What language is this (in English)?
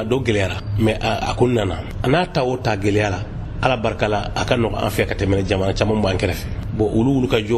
Bambara